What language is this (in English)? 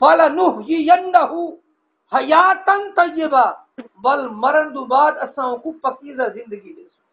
Saraiki